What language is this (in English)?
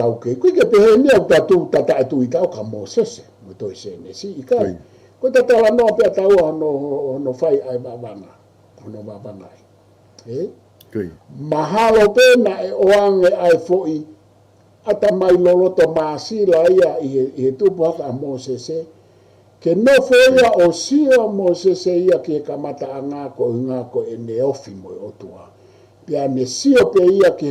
Tongan